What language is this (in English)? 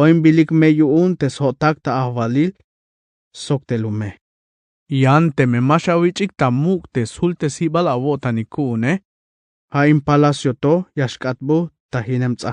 Tzeltal